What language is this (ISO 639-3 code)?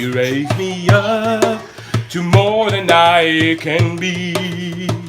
rcf